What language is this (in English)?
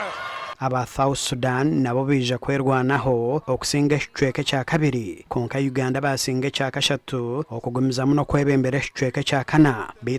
Nyankole